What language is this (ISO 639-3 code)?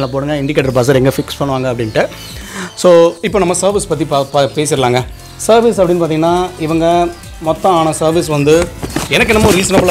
tam